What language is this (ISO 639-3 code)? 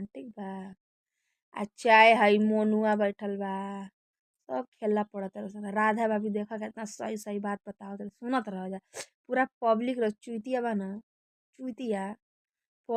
bho